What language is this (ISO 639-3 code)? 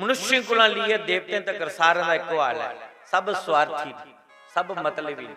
doi